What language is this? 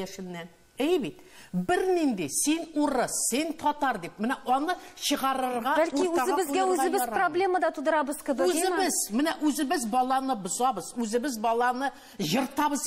Tatar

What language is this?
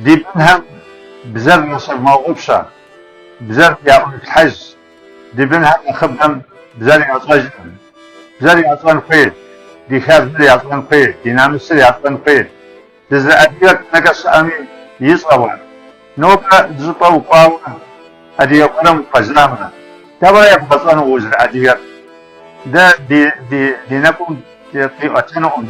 Kabardian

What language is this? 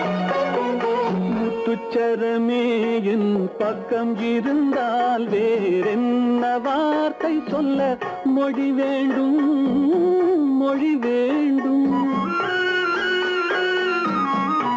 Tamil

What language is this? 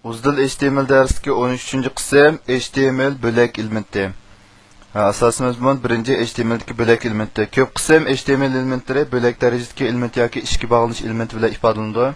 Uyghur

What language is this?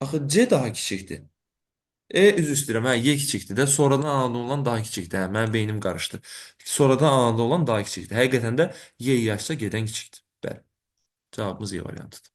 Azerbaijani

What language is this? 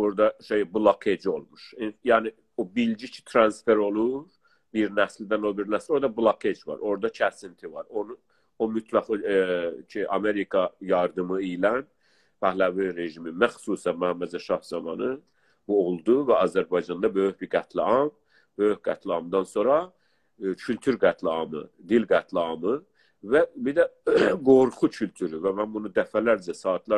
South Azerbaijani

